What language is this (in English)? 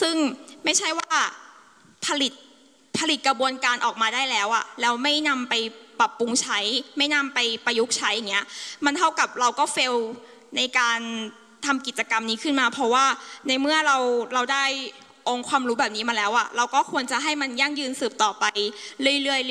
Thai